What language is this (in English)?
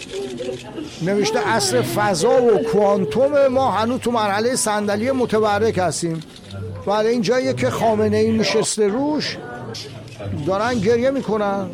Persian